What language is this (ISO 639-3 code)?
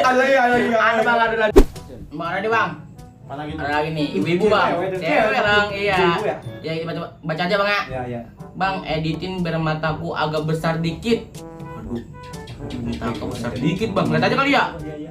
bew